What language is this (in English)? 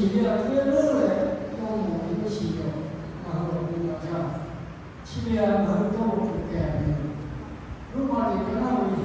Lahu